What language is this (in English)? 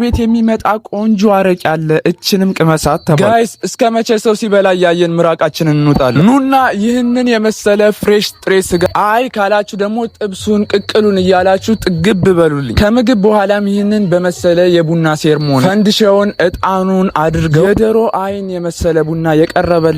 Amharic